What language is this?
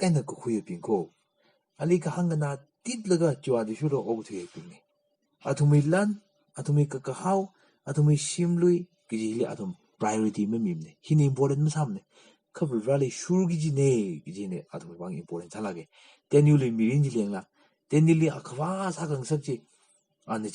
Tangkhul Naga (India)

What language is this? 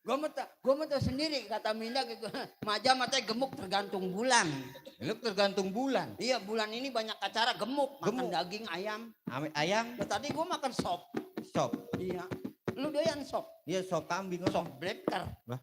Betawi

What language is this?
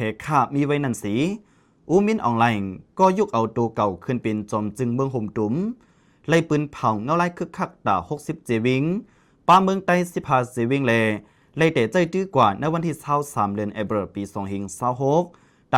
Lao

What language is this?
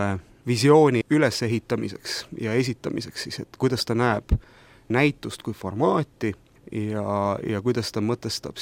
Estonian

